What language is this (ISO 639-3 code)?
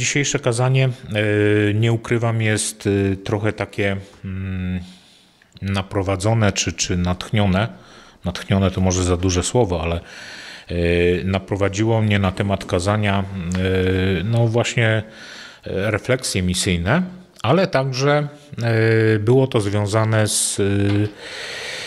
pol